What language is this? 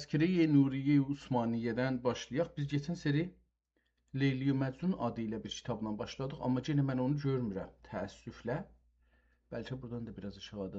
South Azerbaijani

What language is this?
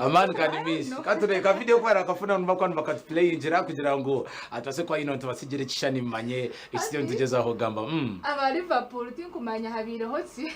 Nyankole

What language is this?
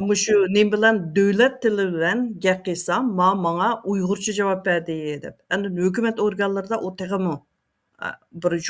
Uyghur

